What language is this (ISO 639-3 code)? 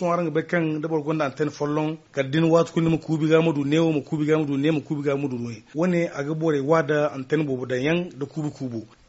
dje